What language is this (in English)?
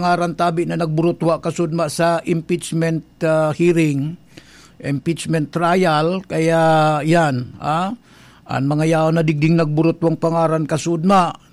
Bikol